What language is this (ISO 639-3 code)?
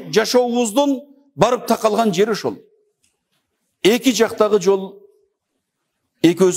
kir